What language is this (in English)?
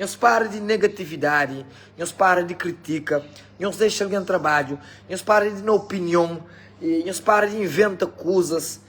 Kabuverdianu